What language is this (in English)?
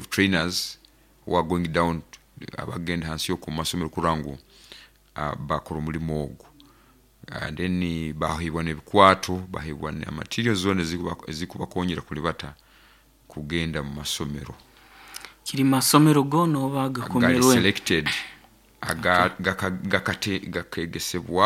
Nyoro